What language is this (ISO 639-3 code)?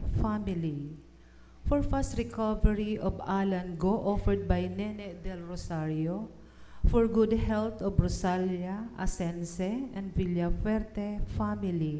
bik